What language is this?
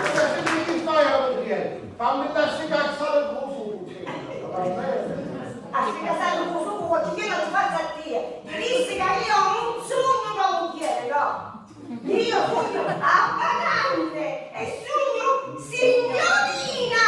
Sicilian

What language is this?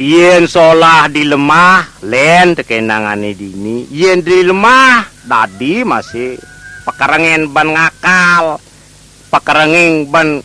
Balinese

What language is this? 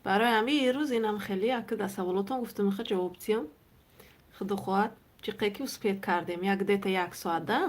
Tajik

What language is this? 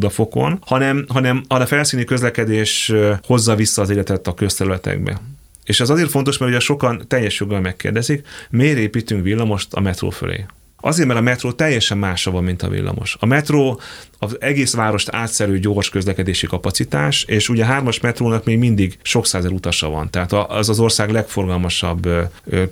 Hungarian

